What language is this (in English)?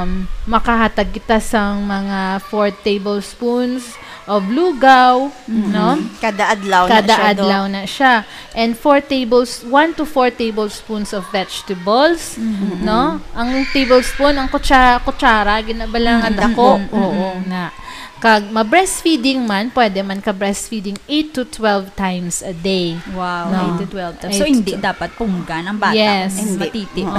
Hiligaynon